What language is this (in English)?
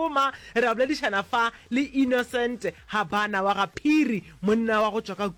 Northern Sotho